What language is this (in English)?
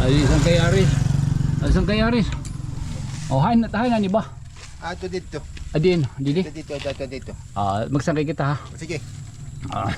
Waray